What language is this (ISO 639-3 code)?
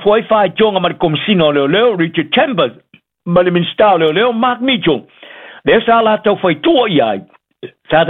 smo